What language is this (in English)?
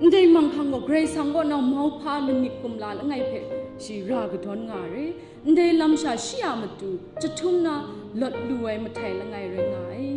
Kachin